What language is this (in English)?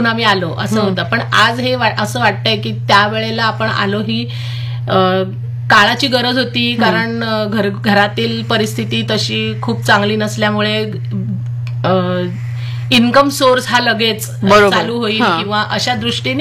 Marathi